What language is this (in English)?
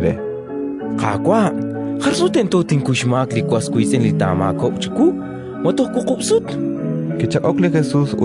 Kekchí